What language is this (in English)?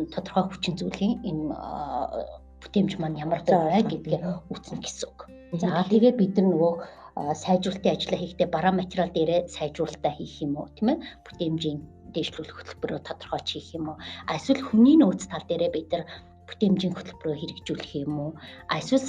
Mongolian